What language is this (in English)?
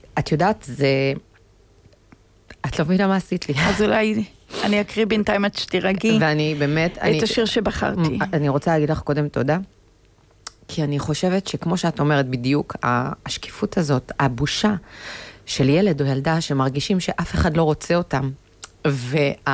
Hebrew